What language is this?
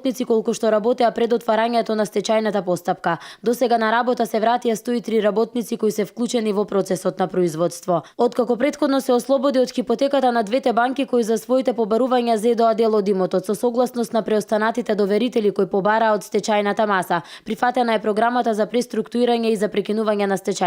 Macedonian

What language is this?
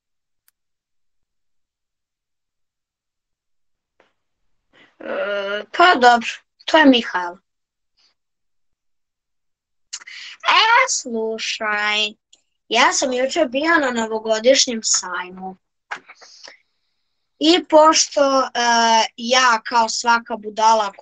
Serbian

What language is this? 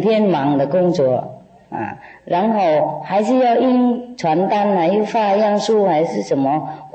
Chinese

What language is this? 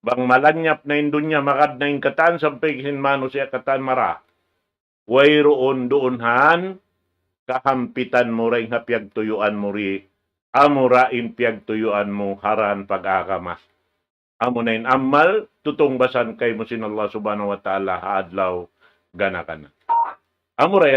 Tausug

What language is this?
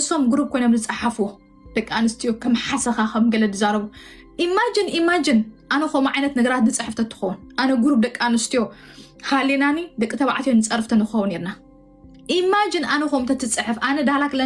Tigrinya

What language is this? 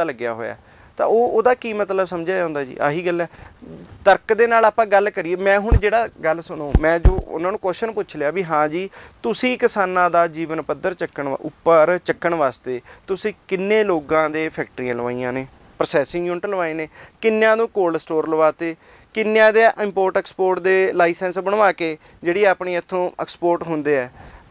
Punjabi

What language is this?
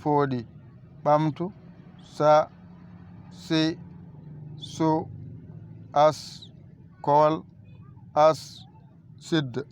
Fula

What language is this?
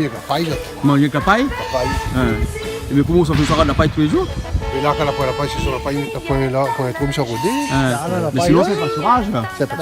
Réunion Creole French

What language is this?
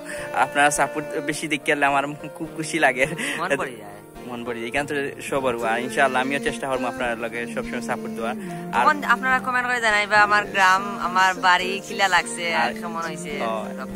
Sylheti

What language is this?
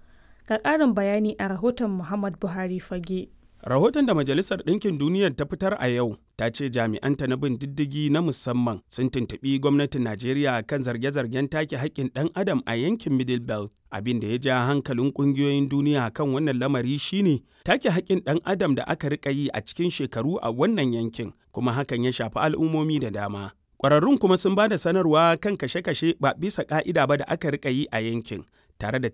Hausa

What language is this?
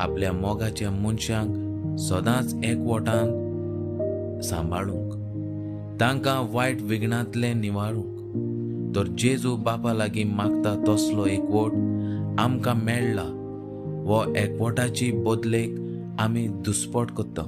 Konkani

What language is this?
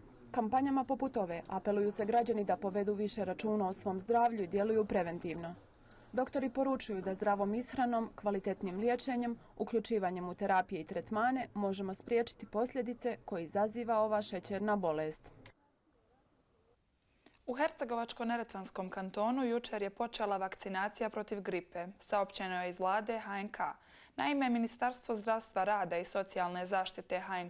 Bosnian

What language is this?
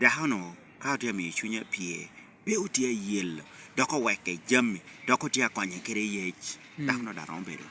Lango (Uganda)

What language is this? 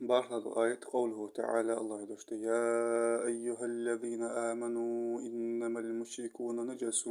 Ingush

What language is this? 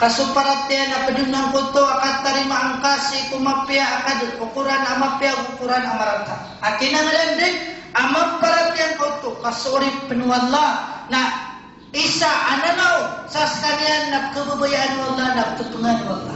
Maranao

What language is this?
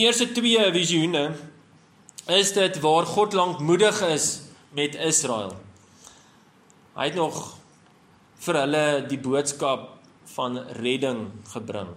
Afrikaans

